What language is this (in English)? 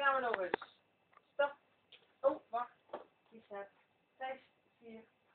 Limburgish